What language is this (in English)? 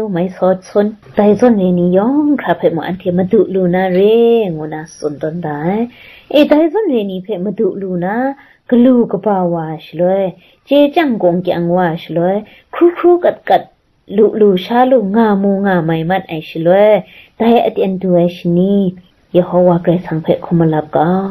Kachin